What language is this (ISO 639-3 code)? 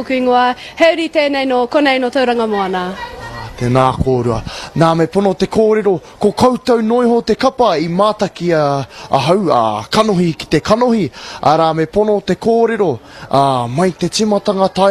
mri